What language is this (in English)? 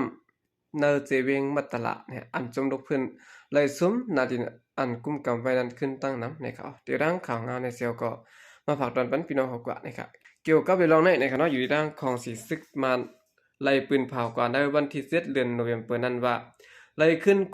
Shan